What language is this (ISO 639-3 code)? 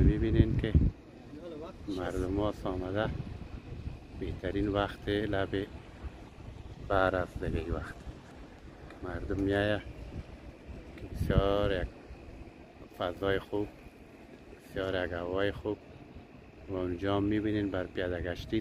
fas